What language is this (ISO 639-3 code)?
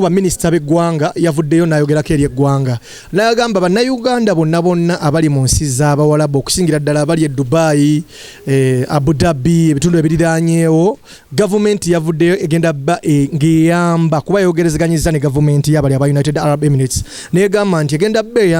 lug